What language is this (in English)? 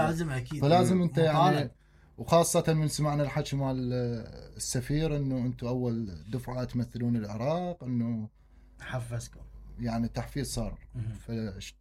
Mesopotamian Arabic